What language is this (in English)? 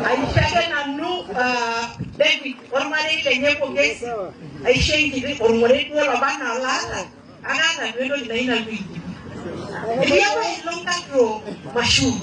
Masai